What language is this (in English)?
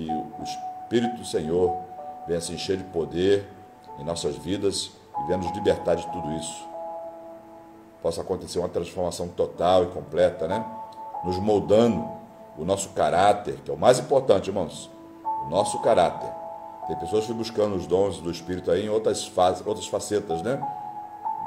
Portuguese